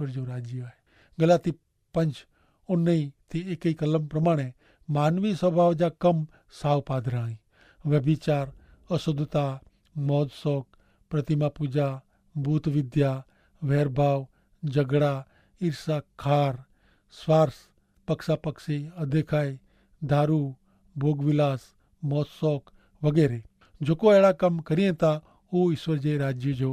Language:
Kachhi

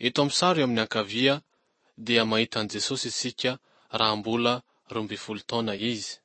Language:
Malagasy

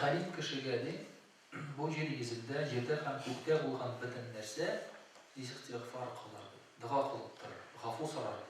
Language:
Tatar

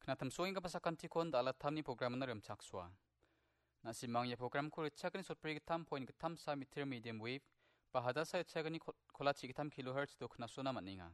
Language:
Garo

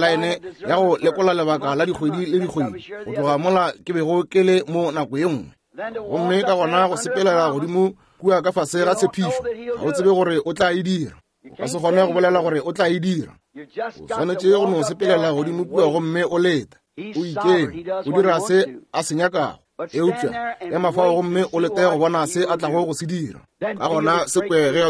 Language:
Northern Sotho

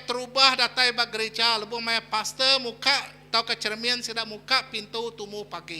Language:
Iban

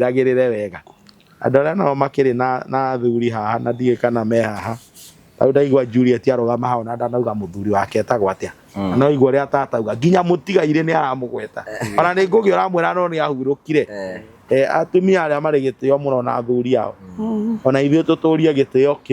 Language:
Kikuyu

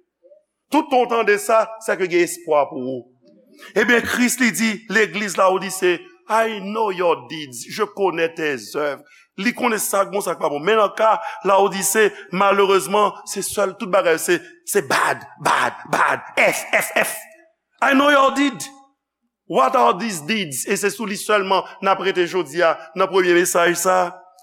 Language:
Haitian Creole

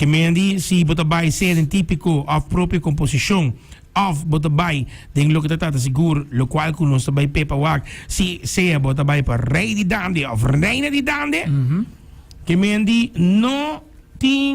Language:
Papiamento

